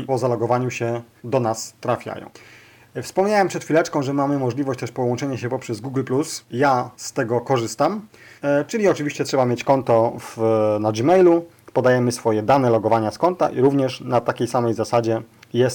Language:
Polish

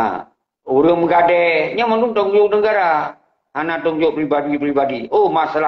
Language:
Achinese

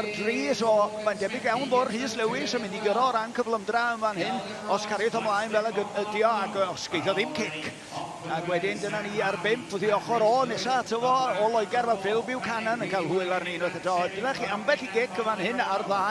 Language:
Welsh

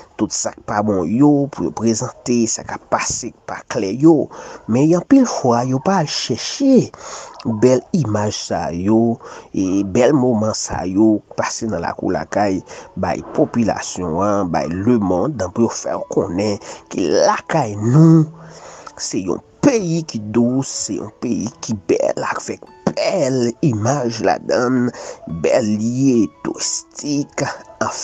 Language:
Haitian Creole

